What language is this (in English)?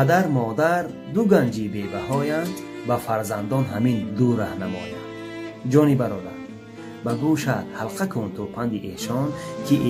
Tajik